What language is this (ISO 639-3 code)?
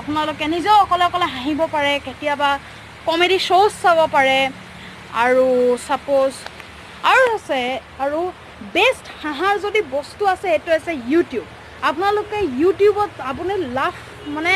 asm